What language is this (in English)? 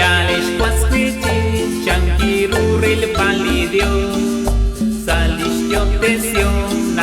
Kekchí